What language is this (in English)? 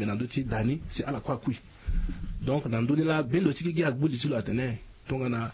Sango